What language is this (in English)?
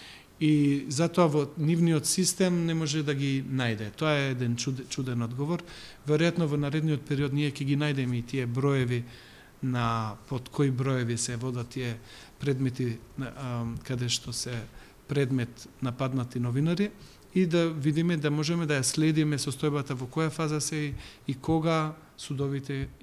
Macedonian